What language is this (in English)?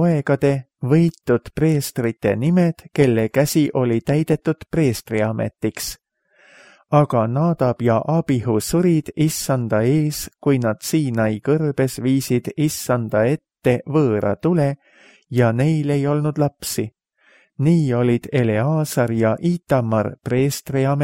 Estonian